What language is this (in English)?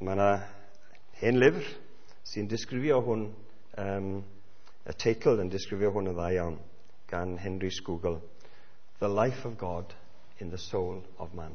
Welsh